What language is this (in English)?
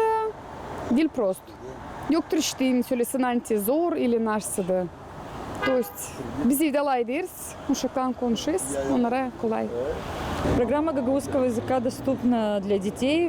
Gagauz